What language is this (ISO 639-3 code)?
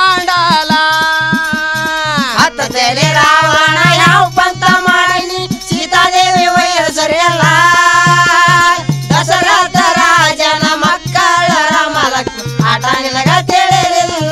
kan